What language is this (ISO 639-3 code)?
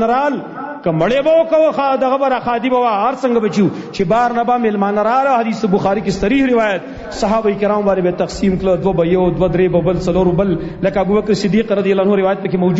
pus